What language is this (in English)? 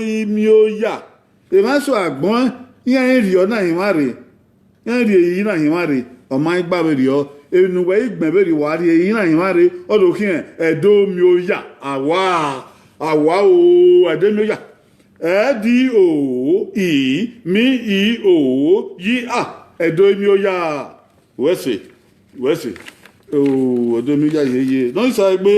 Bini